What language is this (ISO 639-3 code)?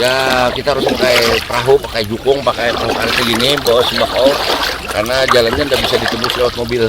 bjn